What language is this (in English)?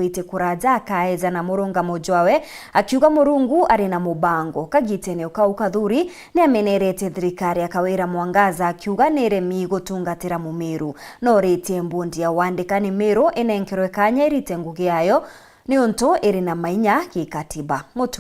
Meru